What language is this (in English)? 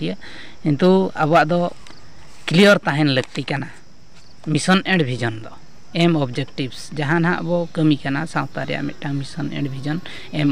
Santali